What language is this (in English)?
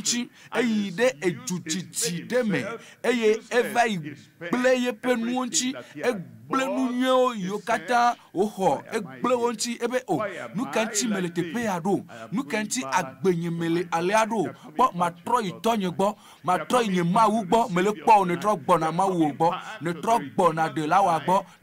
Ewe